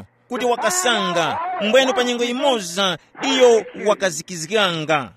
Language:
Tumbuka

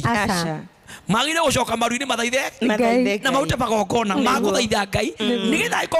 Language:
Kikuyu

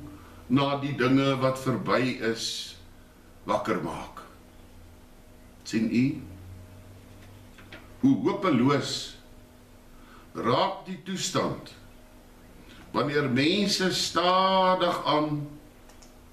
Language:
Afrikaans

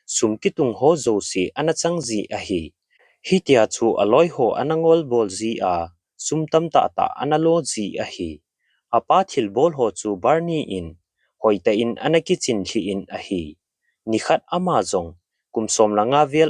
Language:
Thado Chin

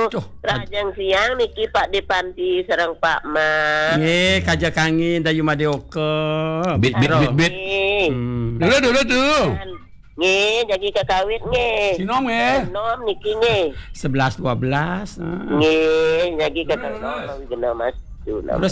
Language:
Balinese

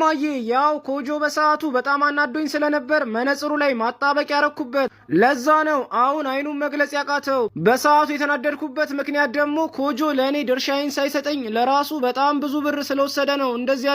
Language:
Amharic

